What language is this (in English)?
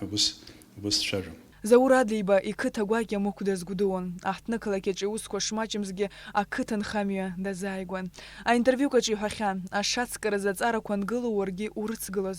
Abkhazian